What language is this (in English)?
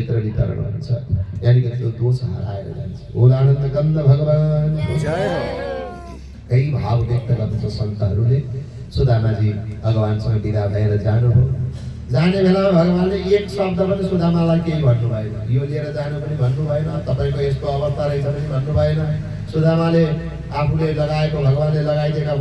Nepali